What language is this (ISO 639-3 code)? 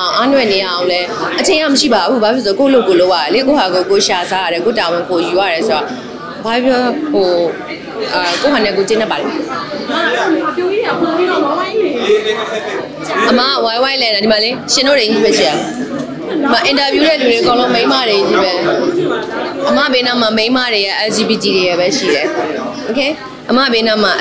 mya